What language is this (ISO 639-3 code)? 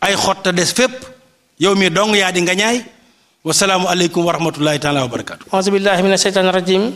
wol